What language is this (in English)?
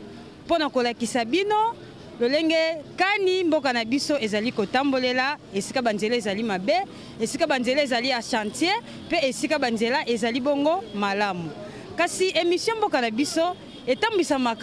Lingala